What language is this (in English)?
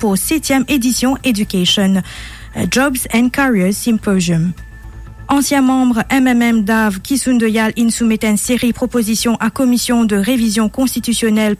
Morisyen